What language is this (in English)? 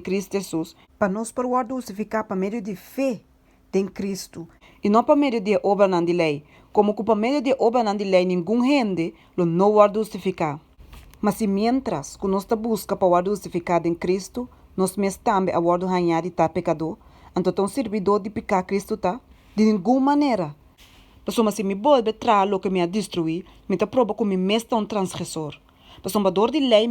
Papiamento